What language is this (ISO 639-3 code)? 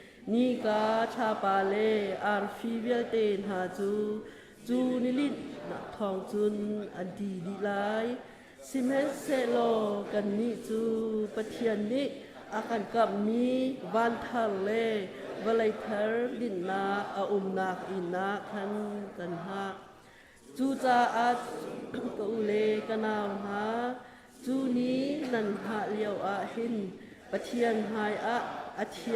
cnh